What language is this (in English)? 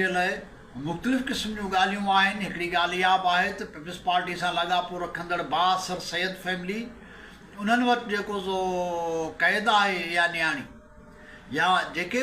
Sindhi